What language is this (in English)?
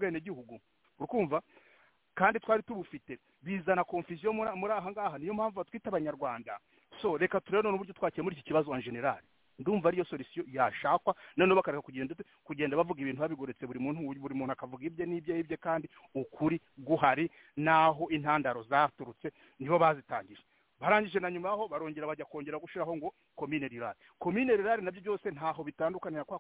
Kinyarwanda